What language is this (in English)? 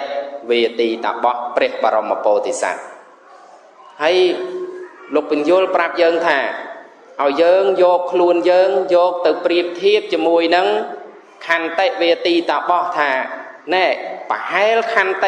Khmer